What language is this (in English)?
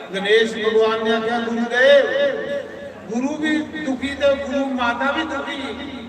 Dogri